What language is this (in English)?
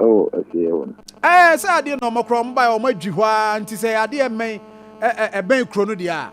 Akan